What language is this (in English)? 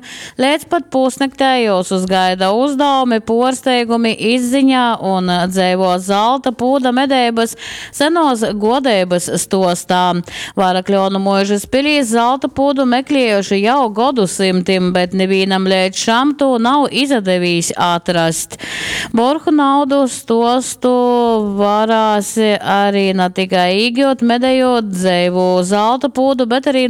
Latgalian